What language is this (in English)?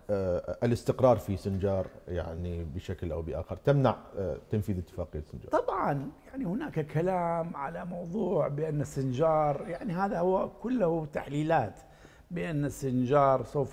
Mesopotamian Arabic